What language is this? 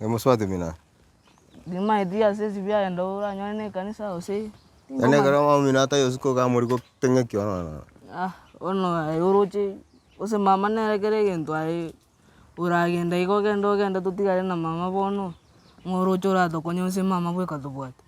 Gusii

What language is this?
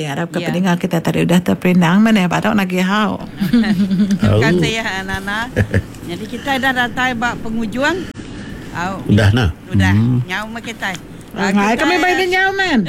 Iban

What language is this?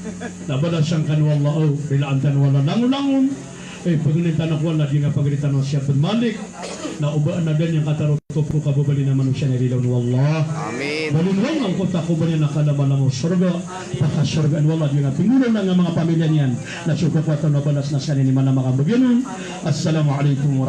Maranao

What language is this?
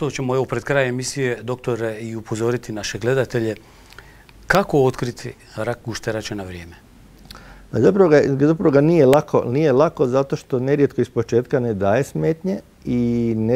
Croatian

